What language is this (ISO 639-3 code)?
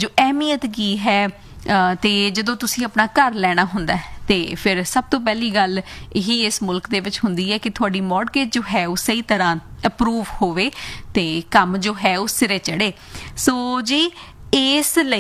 pan